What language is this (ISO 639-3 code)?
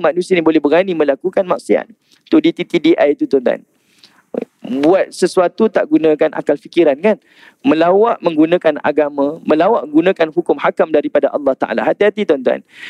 msa